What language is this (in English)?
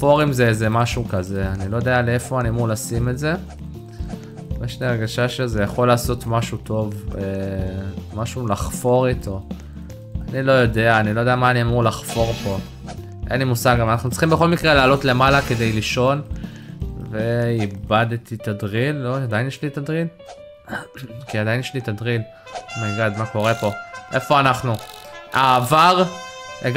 Hebrew